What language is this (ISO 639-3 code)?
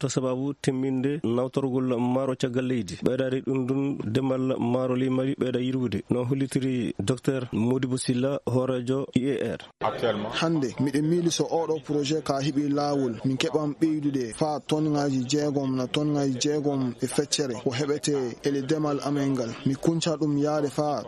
ful